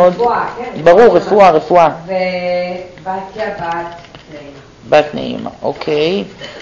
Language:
Hebrew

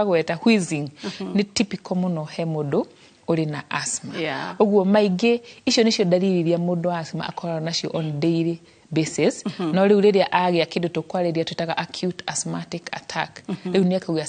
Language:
Kikuyu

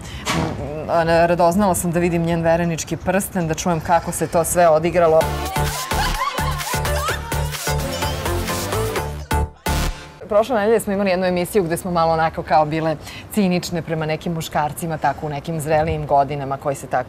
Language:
Serbian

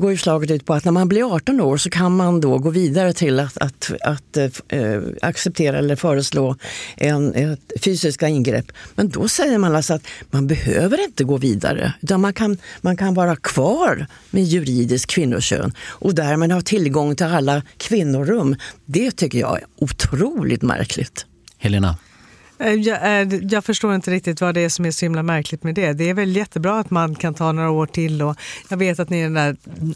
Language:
Swedish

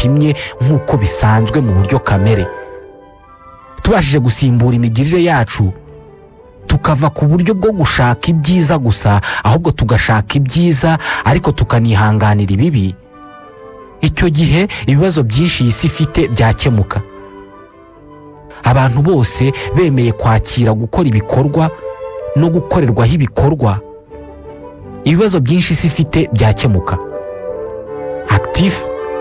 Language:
Kinyarwanda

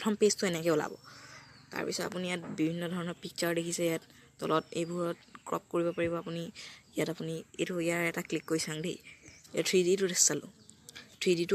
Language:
Assamese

